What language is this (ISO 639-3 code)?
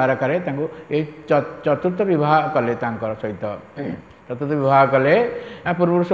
ori